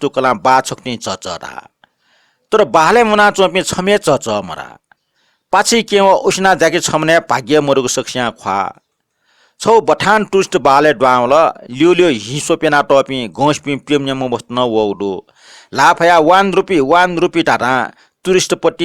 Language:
Newari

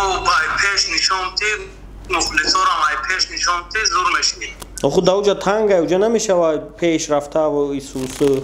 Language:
Tajik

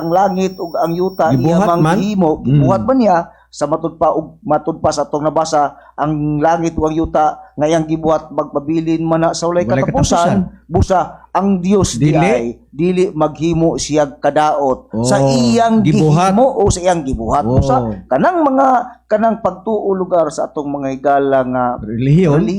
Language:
Cebuano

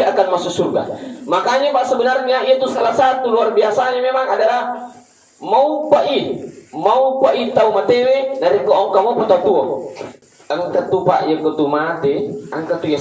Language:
Buginese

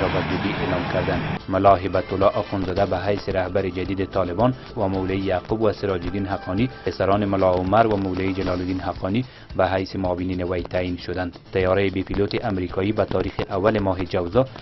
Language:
Persian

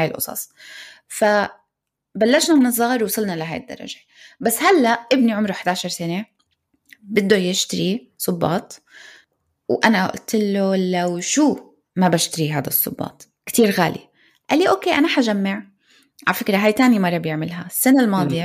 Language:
North Levantine Arabic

